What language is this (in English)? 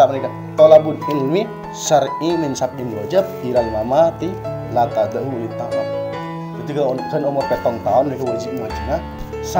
Madurese